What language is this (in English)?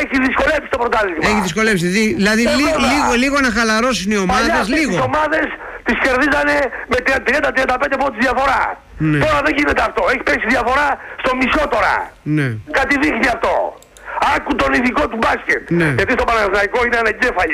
Greek